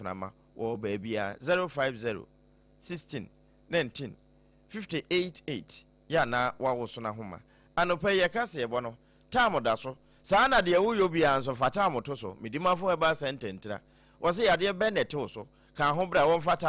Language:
Akan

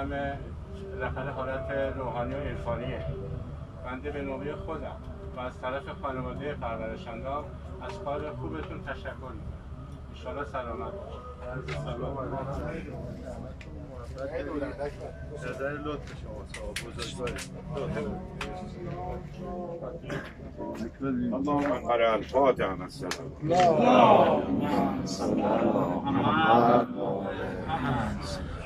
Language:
Persian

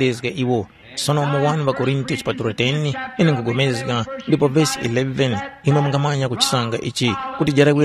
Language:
Tumbuka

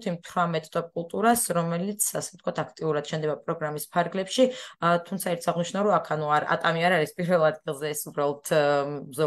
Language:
Georgian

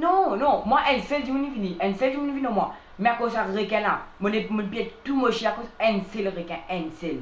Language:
Morisyen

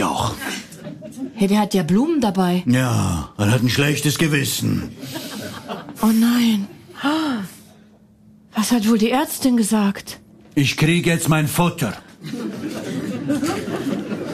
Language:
German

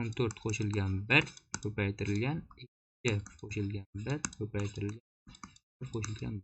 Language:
Uzbek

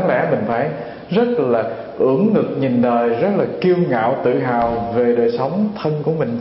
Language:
Vietnamese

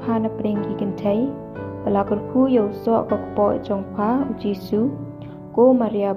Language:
Khasi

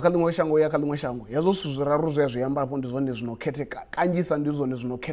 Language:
Venda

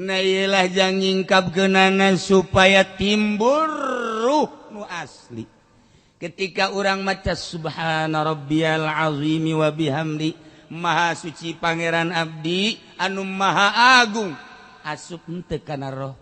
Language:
Sundanese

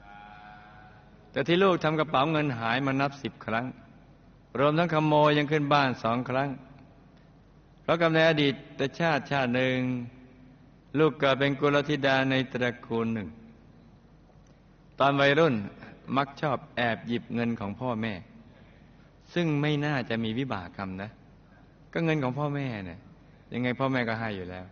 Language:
Thai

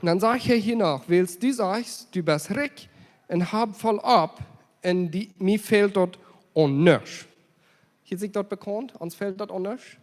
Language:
Plautdietsch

